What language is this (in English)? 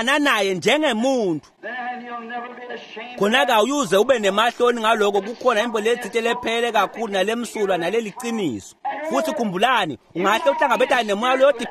Swati